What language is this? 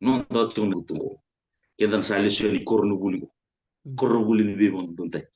Fijian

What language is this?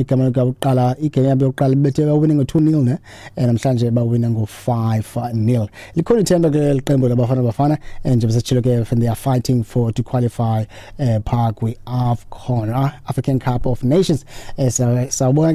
Xhosa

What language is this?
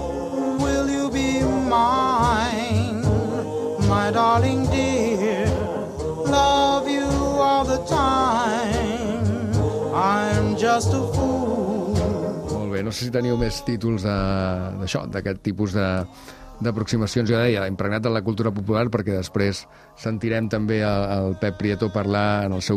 Catalan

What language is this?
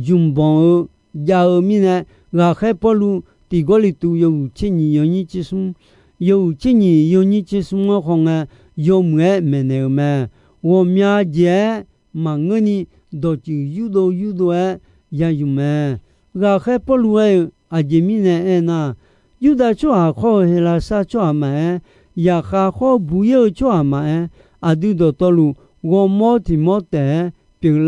Akha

